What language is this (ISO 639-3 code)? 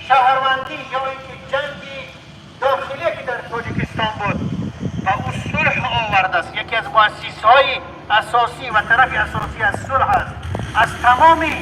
tgk